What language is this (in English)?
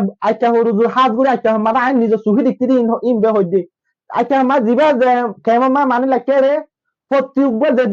Rohingya